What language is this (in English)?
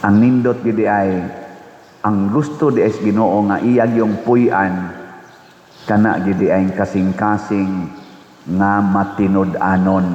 Cebuano